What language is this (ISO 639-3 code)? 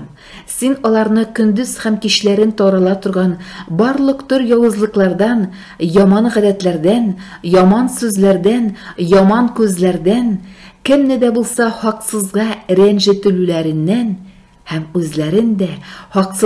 tat